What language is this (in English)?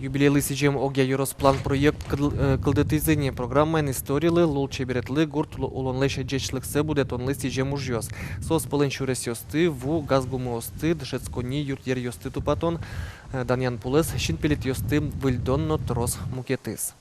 Udmurt